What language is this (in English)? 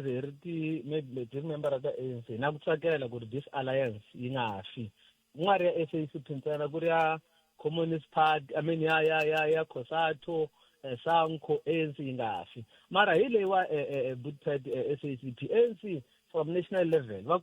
Tsonga